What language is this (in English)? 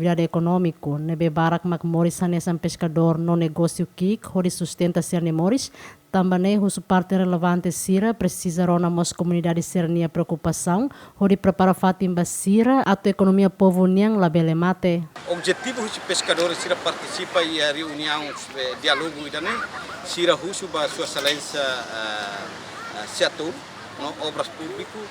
Tetum